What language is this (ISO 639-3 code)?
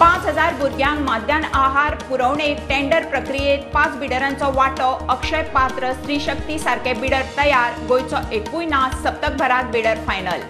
kok